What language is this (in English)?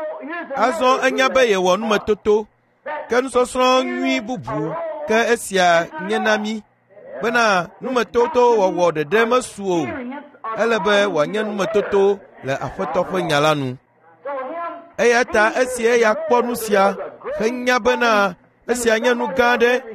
Ewe